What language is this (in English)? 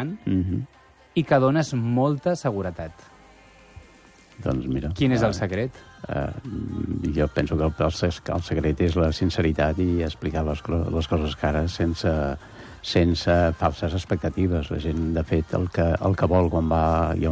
Catalan